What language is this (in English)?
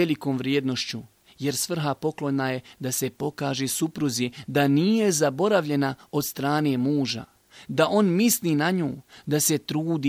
Bosnian